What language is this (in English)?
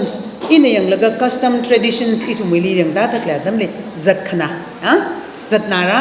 Tangkhul Naga (India)